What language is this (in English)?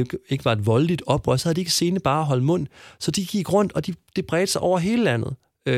Danish